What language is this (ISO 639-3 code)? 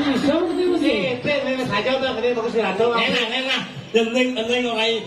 ban